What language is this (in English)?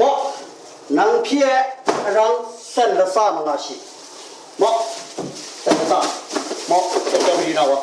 Kachin